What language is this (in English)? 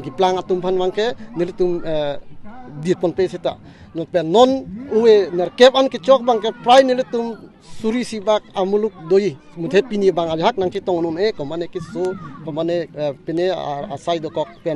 Karbi